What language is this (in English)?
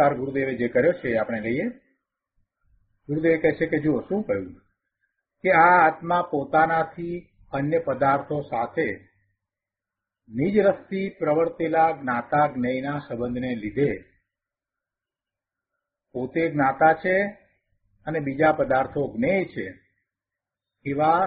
Gujarati